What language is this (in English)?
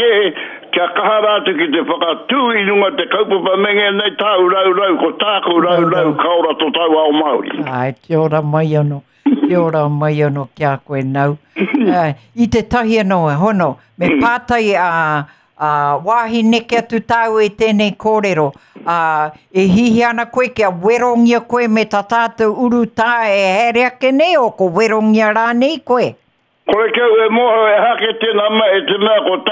Māori